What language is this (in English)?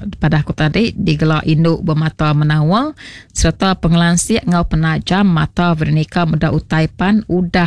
Iban